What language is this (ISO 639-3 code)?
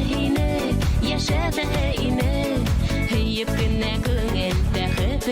bak